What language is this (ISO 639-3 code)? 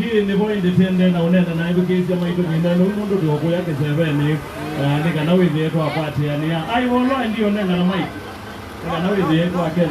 kam